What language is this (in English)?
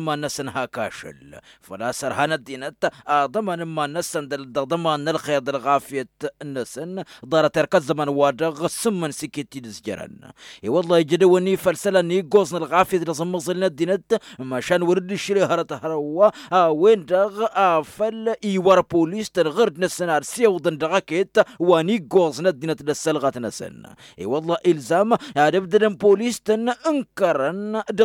Tamasheq